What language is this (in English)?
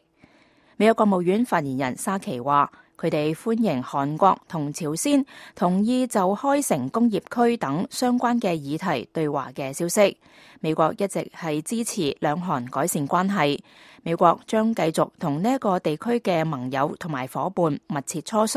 Cantonese